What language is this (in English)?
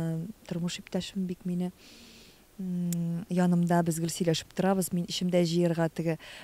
Tatar